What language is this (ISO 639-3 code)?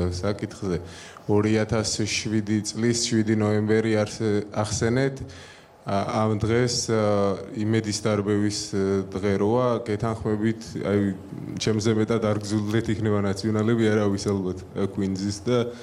kat